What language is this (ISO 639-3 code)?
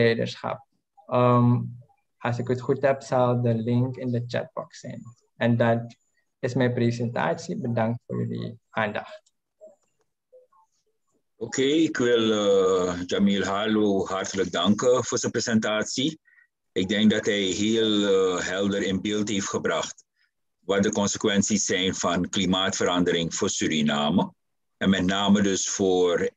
nld